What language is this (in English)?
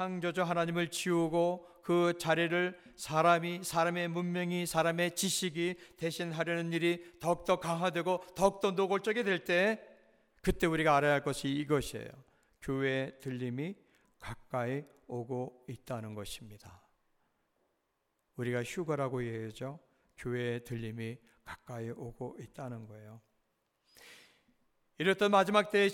Korean